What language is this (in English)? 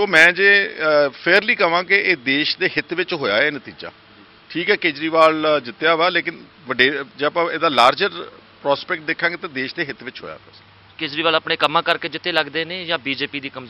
Punjabi